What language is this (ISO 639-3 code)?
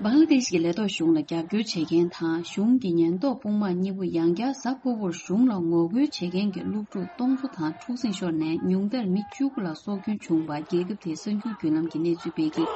bod